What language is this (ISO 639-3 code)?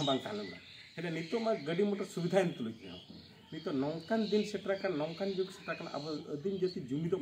sat